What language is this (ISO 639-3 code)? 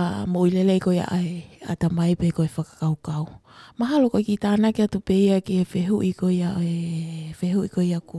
ton